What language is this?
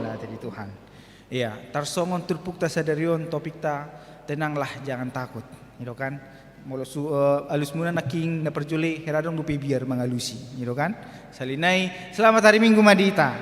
Batak Toba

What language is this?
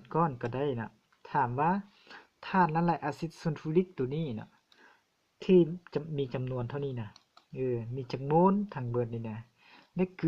Lao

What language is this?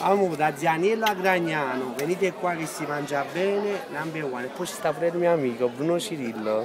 Neapolitan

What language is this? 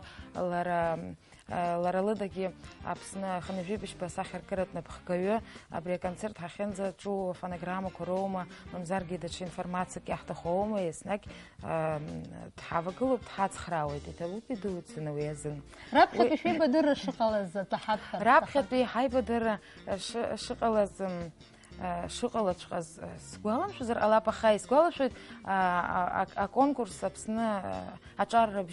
Abkhazian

